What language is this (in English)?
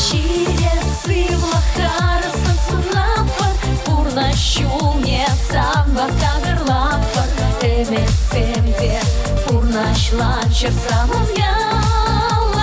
Chuvash